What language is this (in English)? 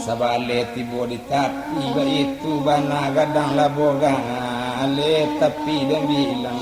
Minangkabau